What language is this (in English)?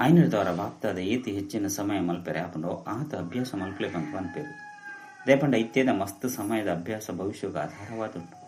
Tulu